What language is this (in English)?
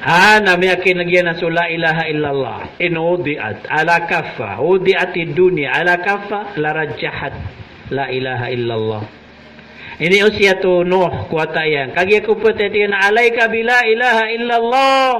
Maranao